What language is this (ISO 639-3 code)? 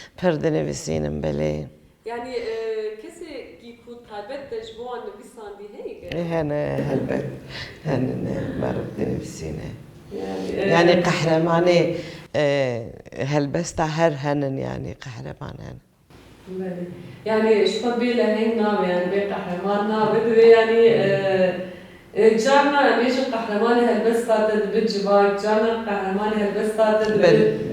kur